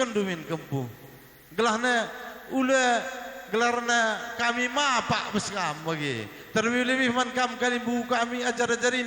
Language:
Batak Karo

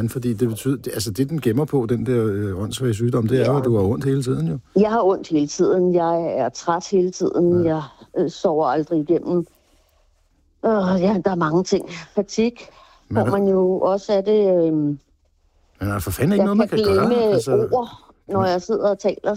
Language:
Danish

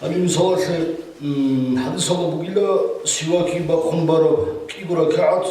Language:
Avaric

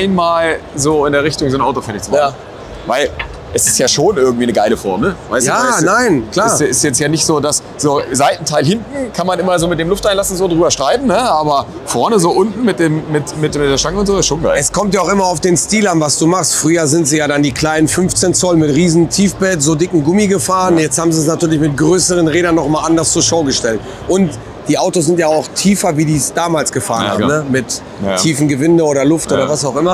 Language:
German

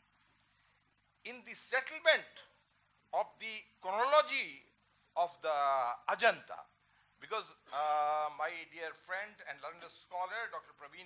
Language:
English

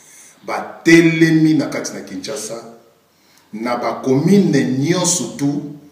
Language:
Lingala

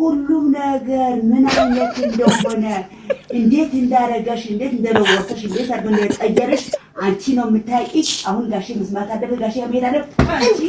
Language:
Amharic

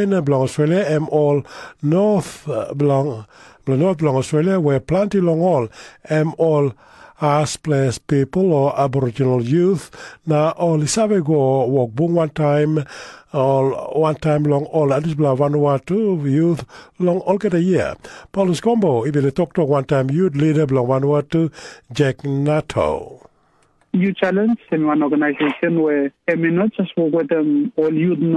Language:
Tok Pisin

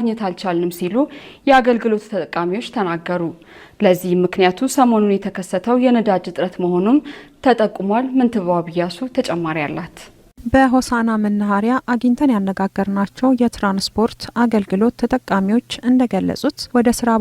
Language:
Amharic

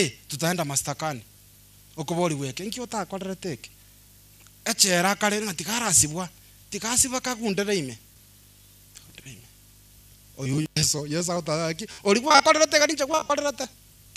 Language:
Gusii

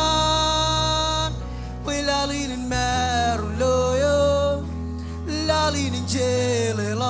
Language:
Marshallese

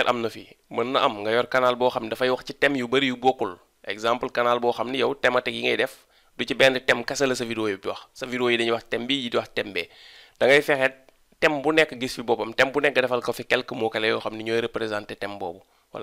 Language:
Wolof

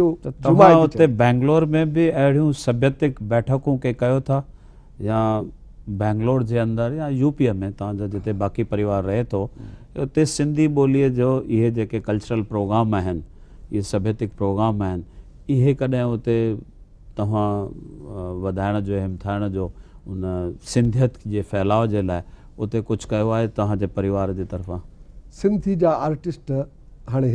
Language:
Sindhi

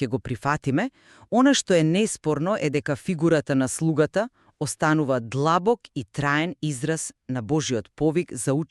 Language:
Macedonian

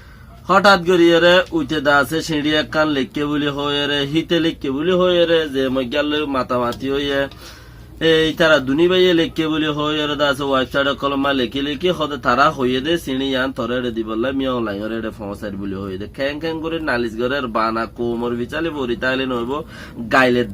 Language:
Rohingya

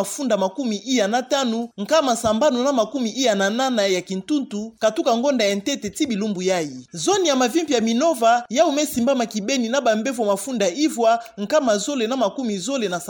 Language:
Kituba (Democratic Republic of Congo)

